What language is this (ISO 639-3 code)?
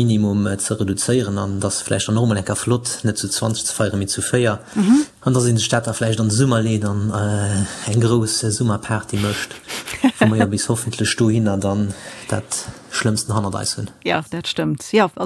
ltz